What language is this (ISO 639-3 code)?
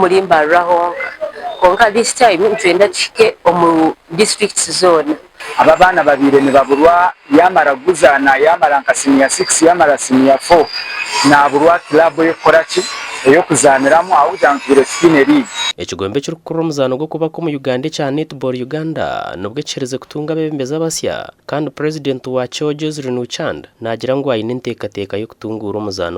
nyn